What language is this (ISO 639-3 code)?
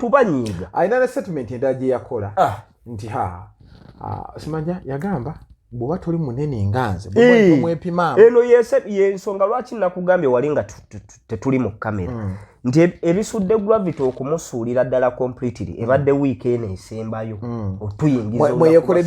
lug